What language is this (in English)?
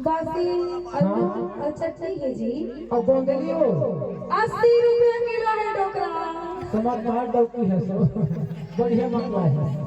Chhattisgarhi